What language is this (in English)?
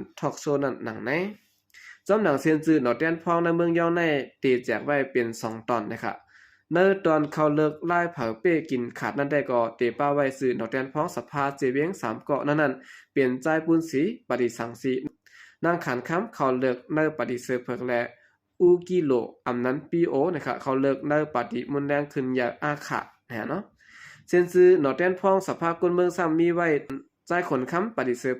Shan